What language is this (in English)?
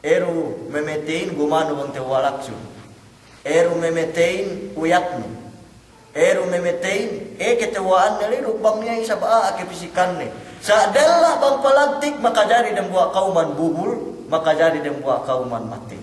Yakan